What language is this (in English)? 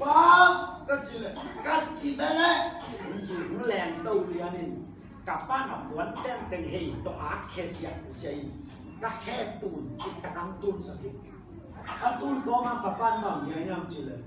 Tedim Chin